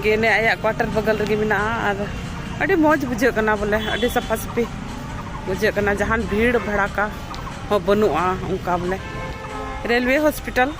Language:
Santali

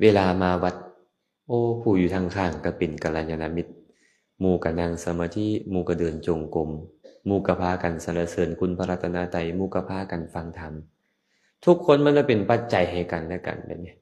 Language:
Lao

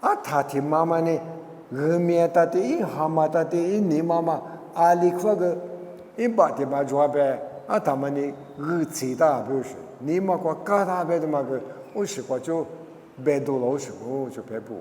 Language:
Lisu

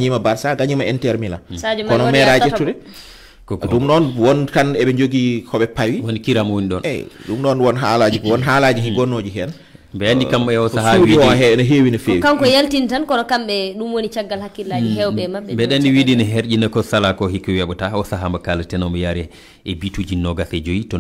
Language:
Fula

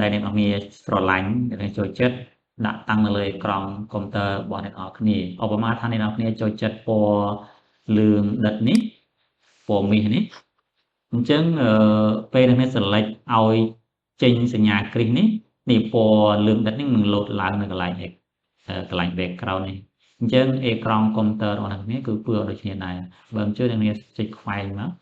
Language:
Khmer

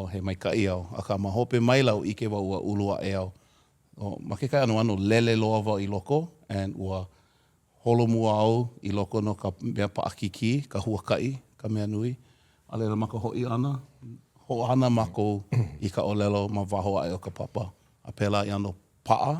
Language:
Hawaiian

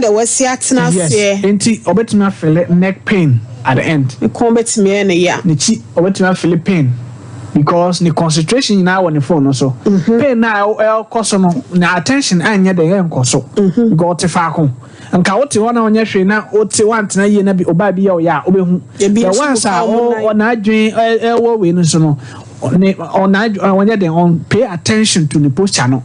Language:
Akan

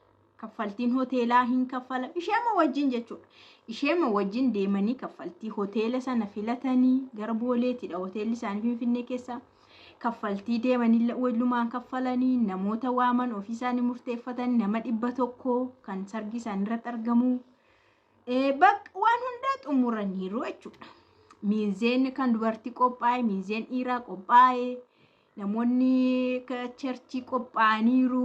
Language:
Oromo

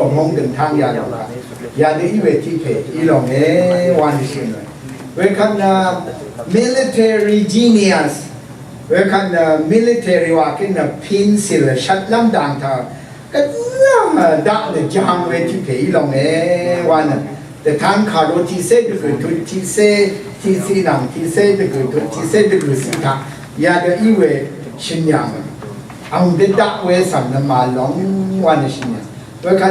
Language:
Rawang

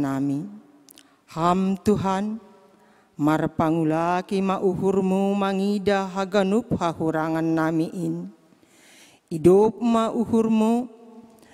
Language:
Batak Simalungun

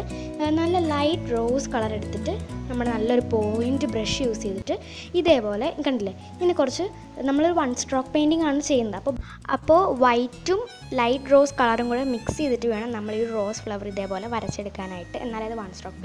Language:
Malayalam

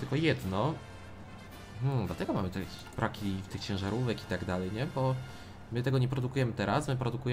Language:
Polish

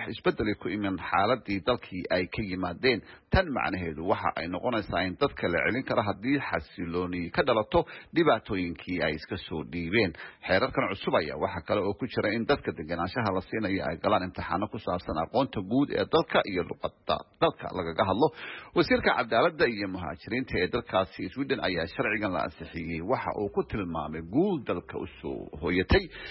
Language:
Somali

